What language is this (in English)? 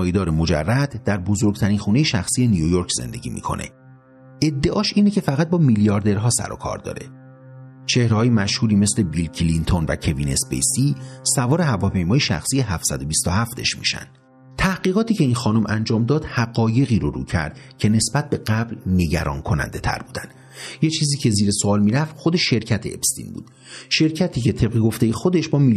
Persian